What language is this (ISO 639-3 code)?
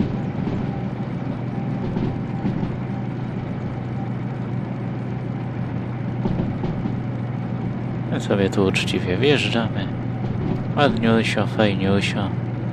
pol